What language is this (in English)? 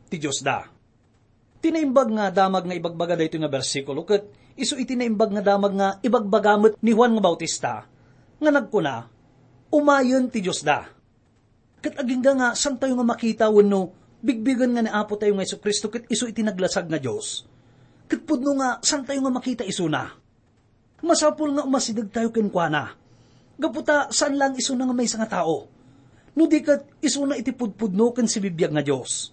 Iloko